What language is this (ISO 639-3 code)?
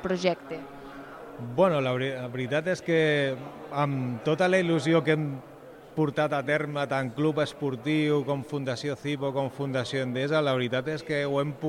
cat